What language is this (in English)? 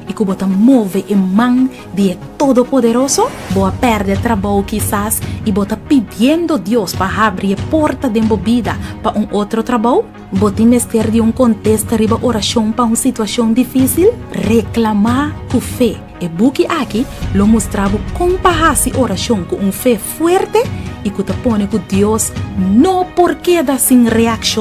Papiamento